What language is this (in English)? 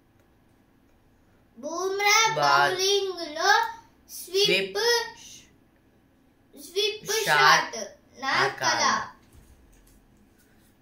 Telugu